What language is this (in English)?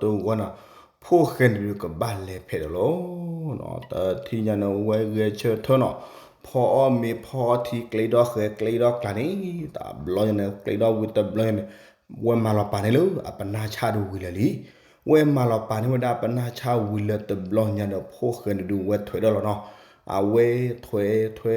S'gaw Karen